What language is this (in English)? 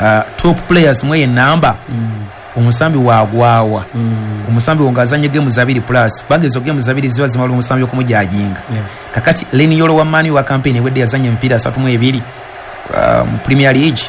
Ganda